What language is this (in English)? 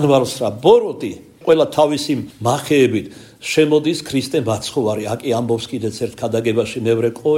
Georgian